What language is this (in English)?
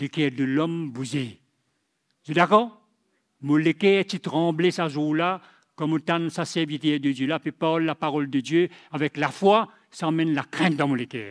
Morisyen